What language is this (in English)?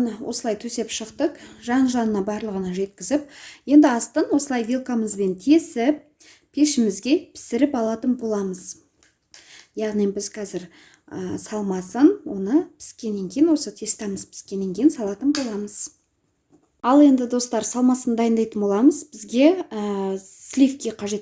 Kazakh